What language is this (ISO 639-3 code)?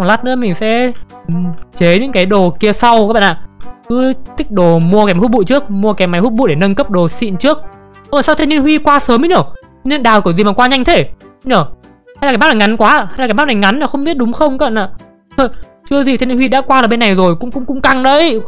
vie